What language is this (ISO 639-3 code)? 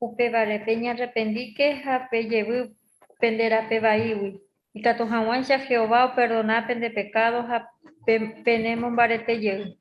grn